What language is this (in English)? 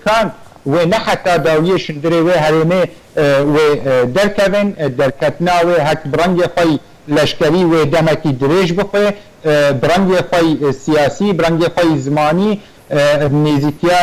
Kurdish